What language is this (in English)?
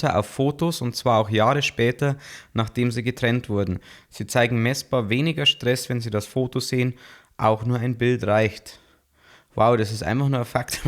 Bavarian